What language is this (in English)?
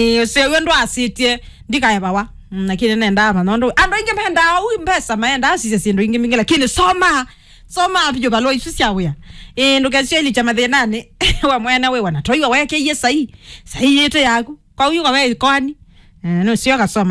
Kamba